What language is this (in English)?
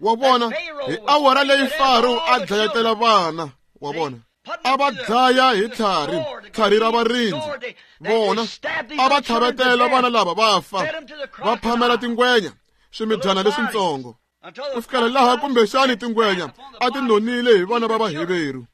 Tsonga